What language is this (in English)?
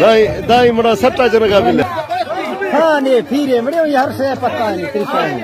Saraiki